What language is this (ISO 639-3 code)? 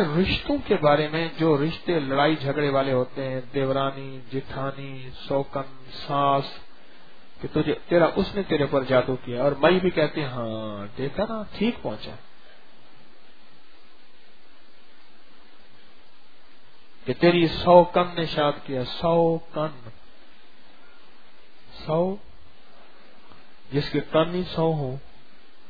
urd